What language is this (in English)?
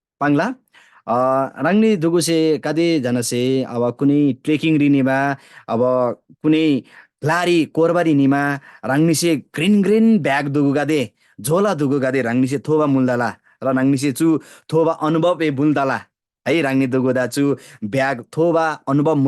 Eastern Tamang